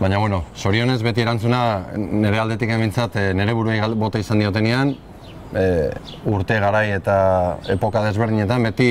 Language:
Basque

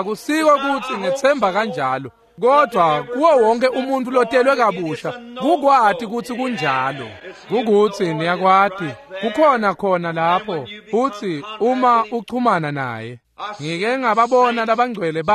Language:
Swati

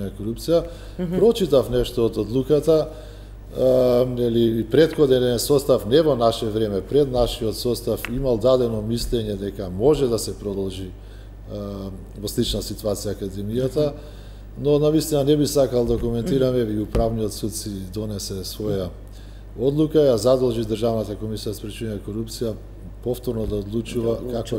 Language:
Macedonian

